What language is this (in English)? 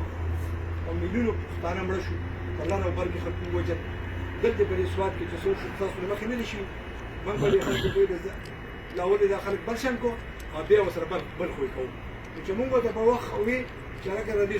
Pashto